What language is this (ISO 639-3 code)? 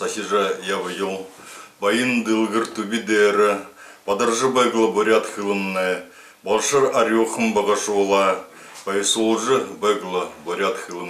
bua